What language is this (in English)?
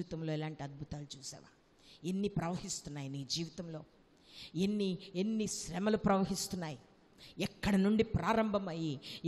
Telugu